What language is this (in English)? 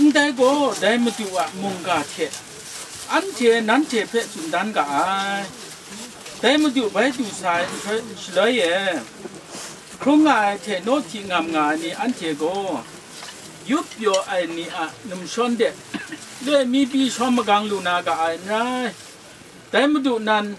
Kachin